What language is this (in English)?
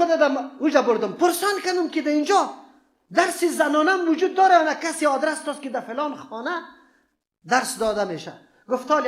Persian